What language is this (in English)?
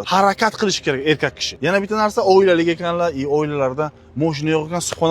Uzbek